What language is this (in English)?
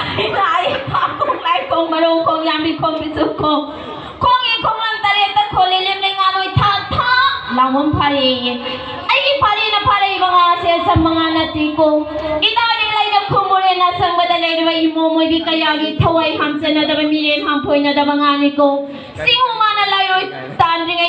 Manipuri